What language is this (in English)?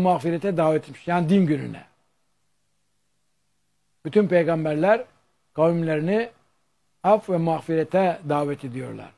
Turkish